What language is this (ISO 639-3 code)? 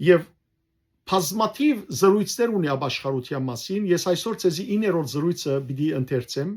hyw